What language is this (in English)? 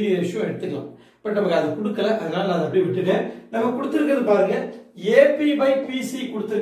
Tamil